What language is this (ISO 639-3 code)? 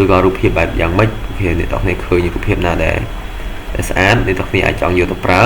khm